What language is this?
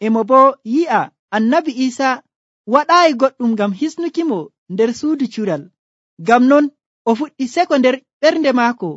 Nigerian Fulfulde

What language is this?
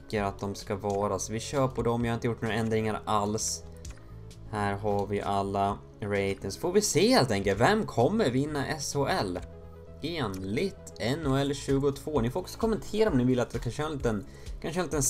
Swedish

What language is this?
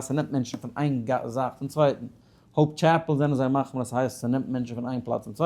Yiddish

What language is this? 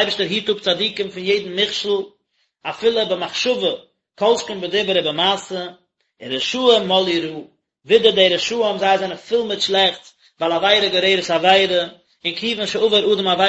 Yiddish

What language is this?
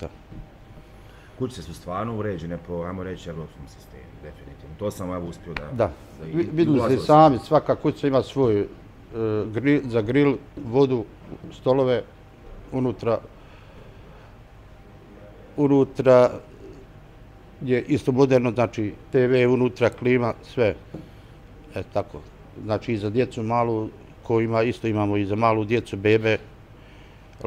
Bosnian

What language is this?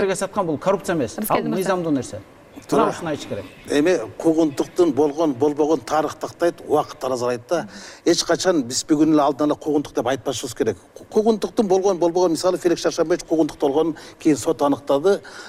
Kyrgyz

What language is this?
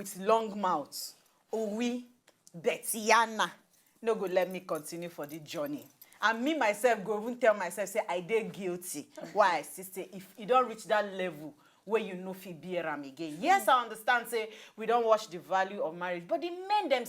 Nigerian Pidgin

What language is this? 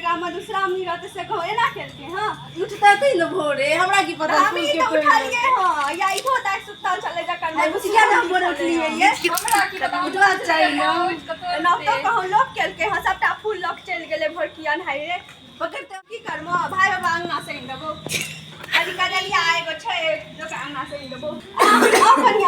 Maithili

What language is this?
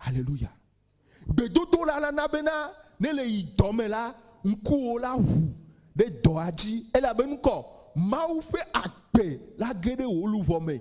Ewe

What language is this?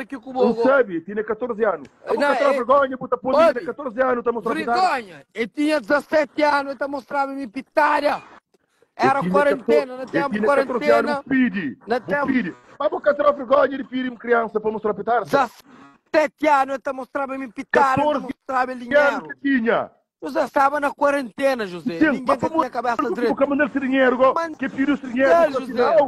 Kabuverdianu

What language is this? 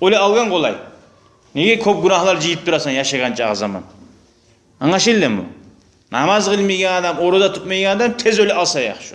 Kumyk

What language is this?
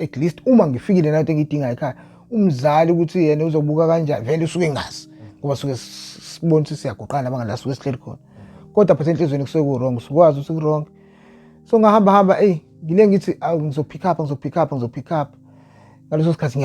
Zulu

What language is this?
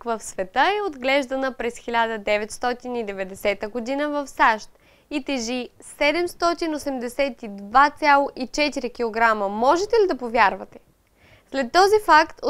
Bulgarian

